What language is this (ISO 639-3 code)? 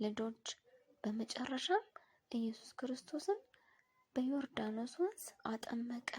amh